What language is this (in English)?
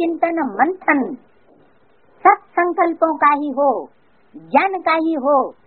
Hindi